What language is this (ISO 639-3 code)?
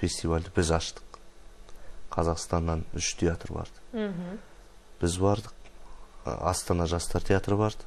kaz